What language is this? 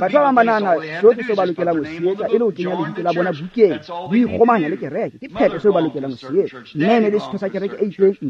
Tswana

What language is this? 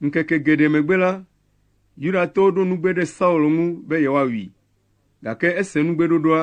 Ewe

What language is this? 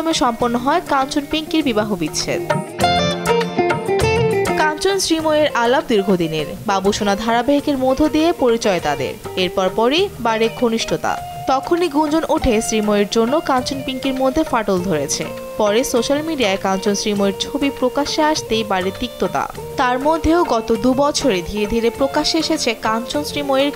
Bangla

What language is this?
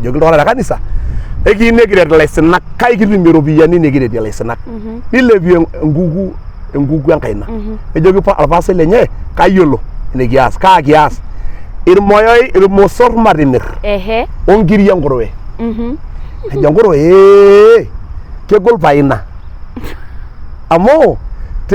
Masai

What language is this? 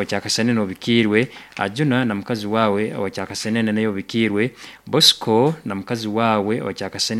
Nyankole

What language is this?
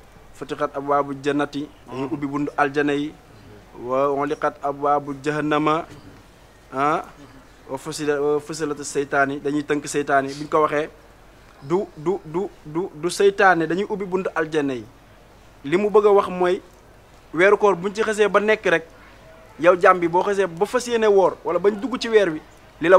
Wolof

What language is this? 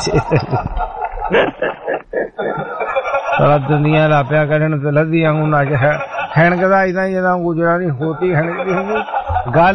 Punjabi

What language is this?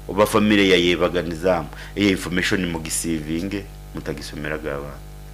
Nyankole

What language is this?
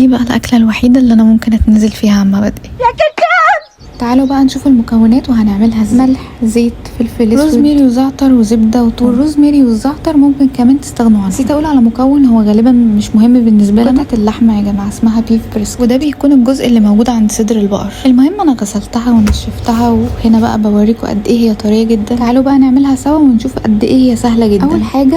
Egyptian Arabic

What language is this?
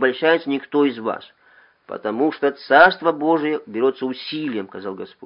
Russian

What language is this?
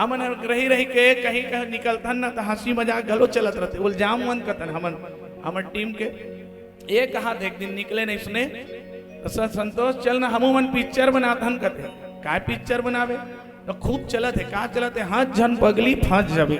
Chhattisgarhi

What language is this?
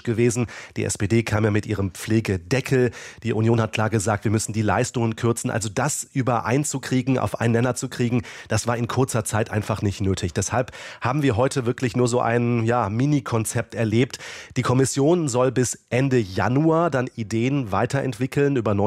German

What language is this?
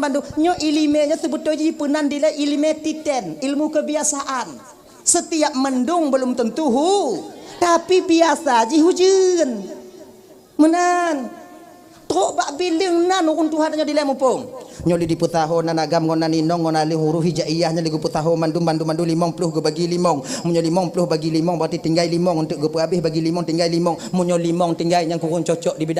Achinese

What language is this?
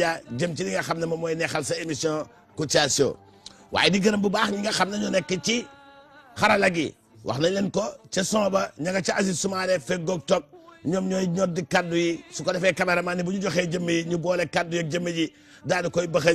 Wolof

